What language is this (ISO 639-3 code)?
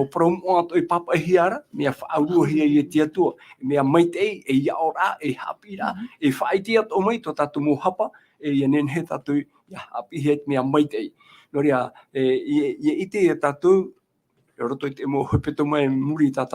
tah